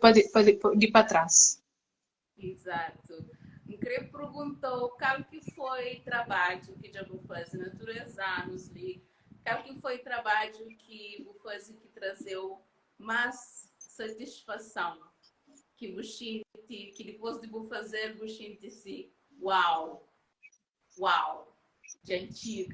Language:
Kabuverdianu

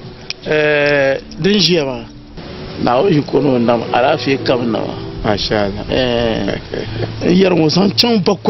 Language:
Dagbani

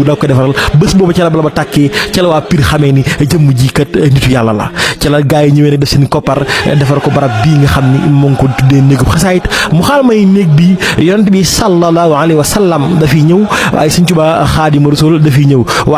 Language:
Wolof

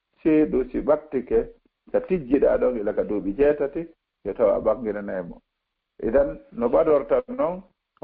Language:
Fula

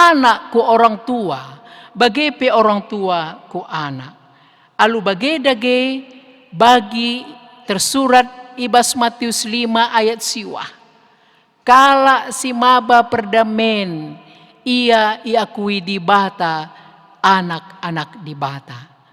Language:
Batak Karo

